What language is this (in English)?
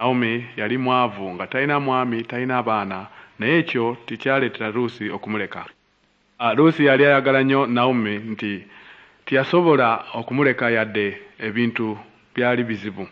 Ganda